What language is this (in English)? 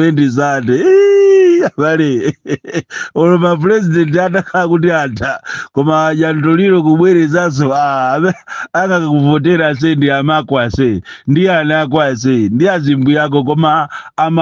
Nyanja